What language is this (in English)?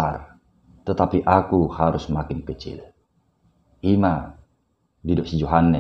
Batak Toba